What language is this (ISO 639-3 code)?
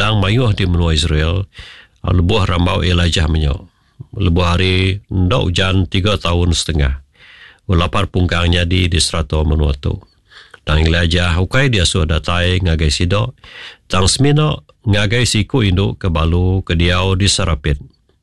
iba